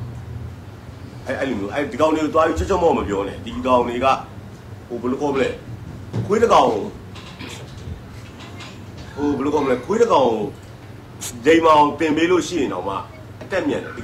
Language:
Burmese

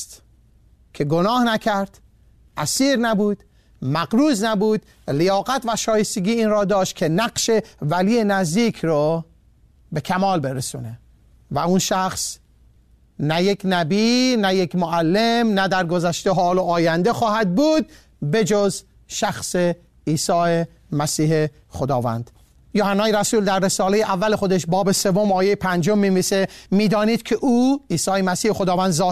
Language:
Persian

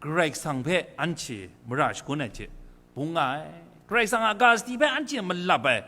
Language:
Kachin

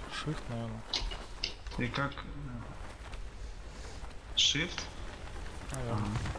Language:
Russian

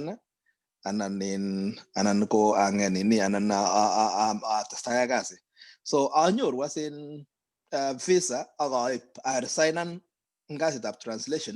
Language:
Kalenjin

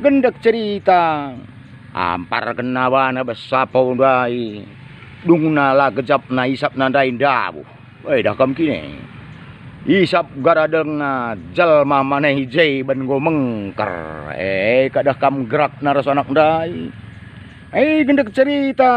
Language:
Batak Karo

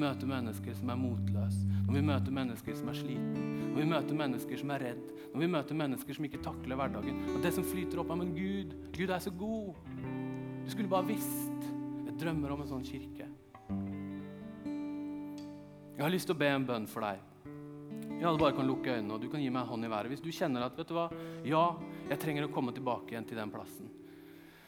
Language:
Norwegian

